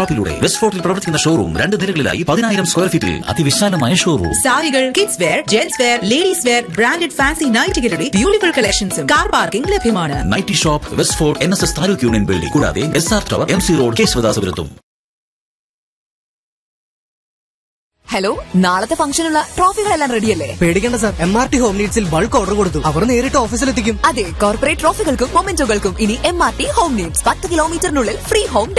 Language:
Malayalam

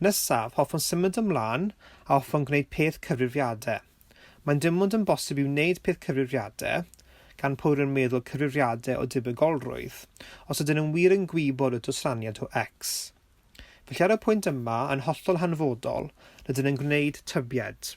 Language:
Welsh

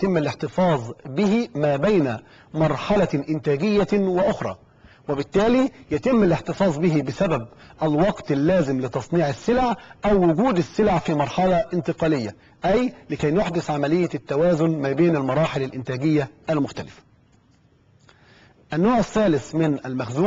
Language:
Arabic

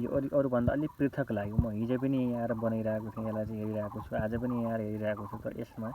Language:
Nepali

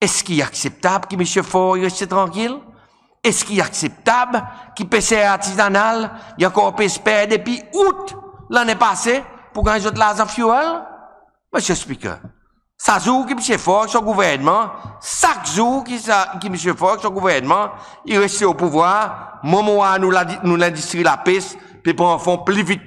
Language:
Seselwa Creole French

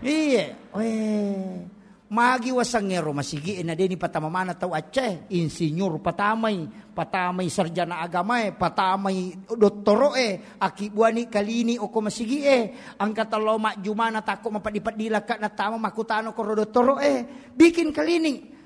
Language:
Buginese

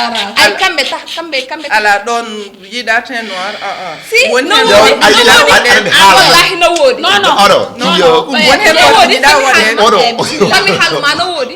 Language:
Fula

